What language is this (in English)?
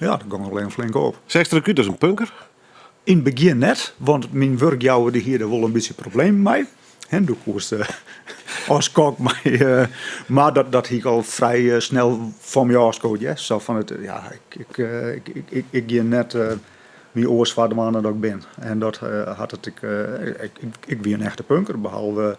Western Frisian